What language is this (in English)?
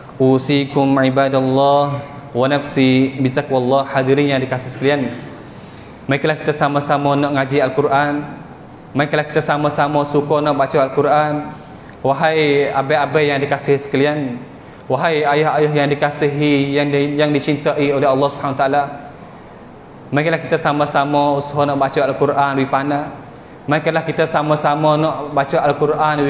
Malay